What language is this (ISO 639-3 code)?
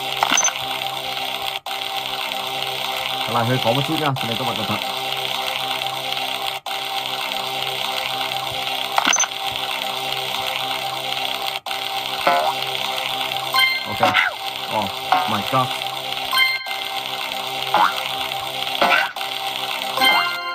vie